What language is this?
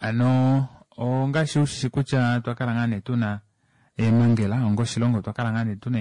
Kuanyama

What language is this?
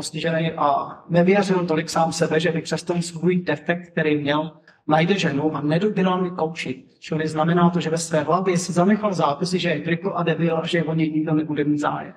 Czech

